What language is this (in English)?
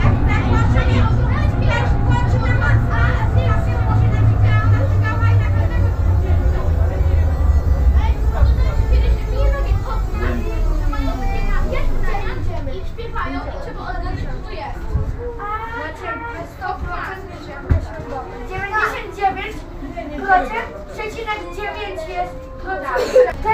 Polish